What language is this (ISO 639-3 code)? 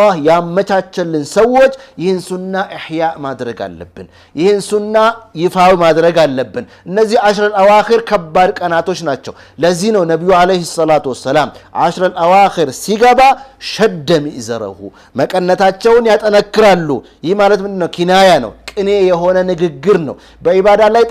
amh